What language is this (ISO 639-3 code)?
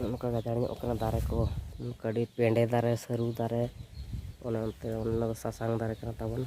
sat